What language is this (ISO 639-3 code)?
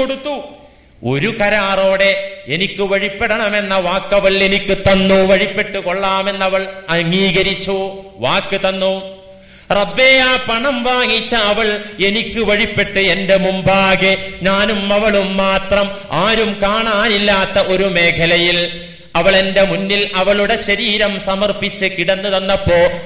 mal